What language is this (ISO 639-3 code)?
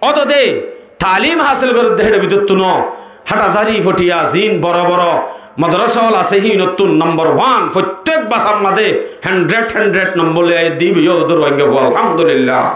rhg